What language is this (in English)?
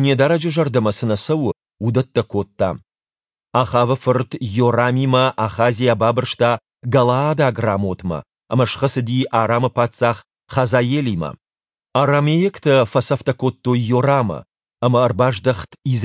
Ossetic